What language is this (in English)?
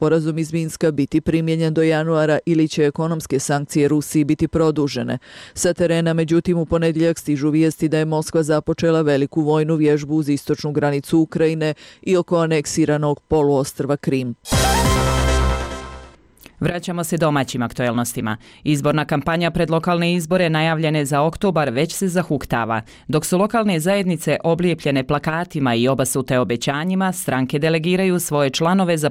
Bosnian